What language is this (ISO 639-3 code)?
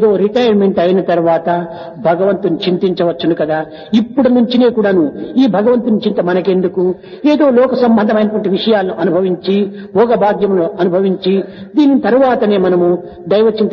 tel